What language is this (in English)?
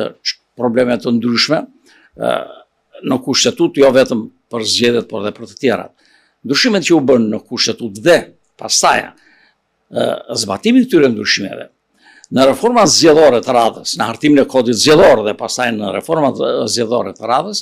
Albanian